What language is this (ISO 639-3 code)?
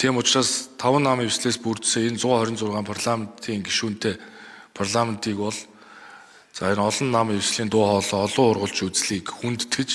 mon